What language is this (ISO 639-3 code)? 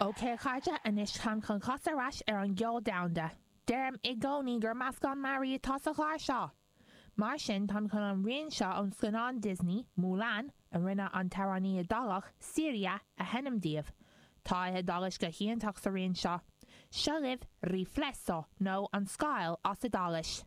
gle